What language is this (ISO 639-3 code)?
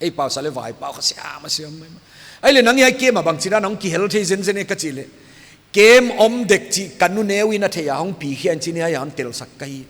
pck